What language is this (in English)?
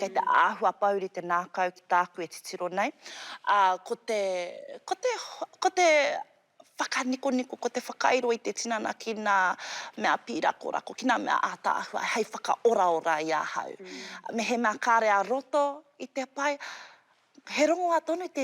Māori